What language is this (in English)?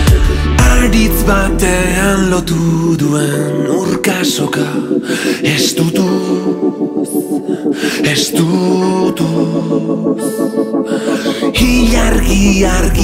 Basque